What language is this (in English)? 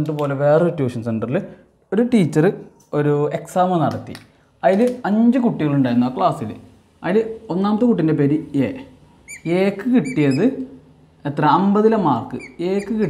Malayalam